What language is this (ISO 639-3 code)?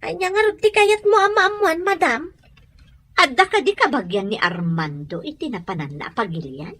ilo